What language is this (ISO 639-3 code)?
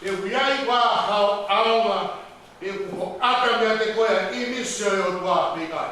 ton